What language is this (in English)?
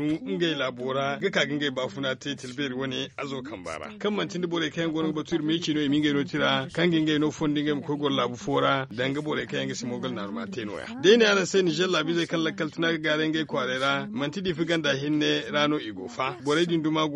Zarma